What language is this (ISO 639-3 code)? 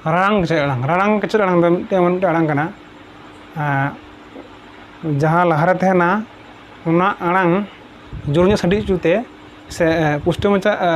sat